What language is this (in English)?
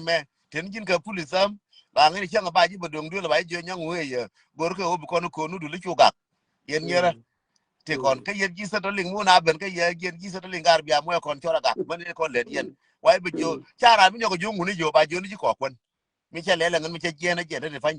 Nuer